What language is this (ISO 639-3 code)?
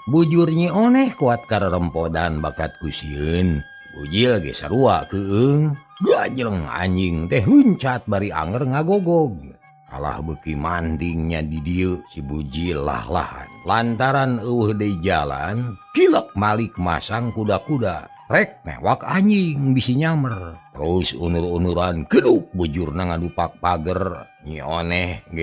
sun